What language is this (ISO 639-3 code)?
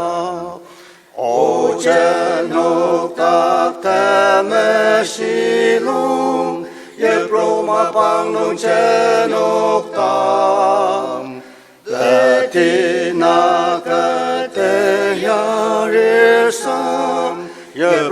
njo